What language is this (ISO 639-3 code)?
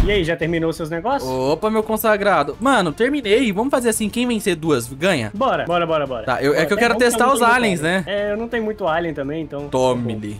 por